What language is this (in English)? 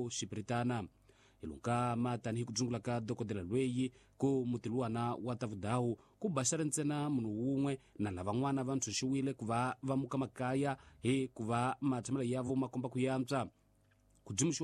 Tsonga